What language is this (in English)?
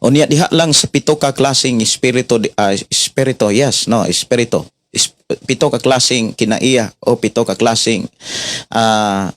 Cebuano